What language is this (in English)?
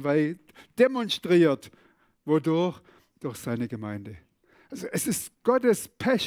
Swiss German